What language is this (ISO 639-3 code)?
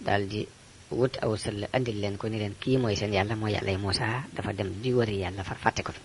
wol